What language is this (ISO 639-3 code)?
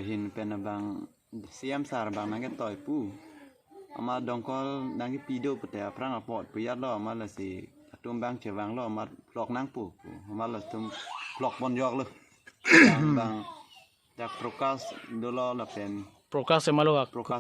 mjw